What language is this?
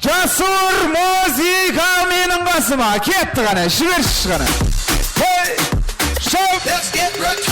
Kara-Kalpak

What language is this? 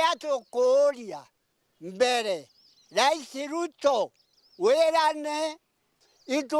Meru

